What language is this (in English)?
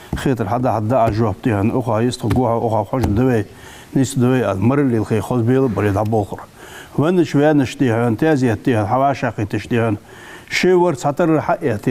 Ingush